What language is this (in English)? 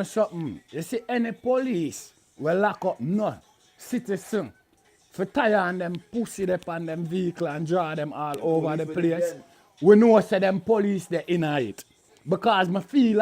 Jamaican Creole English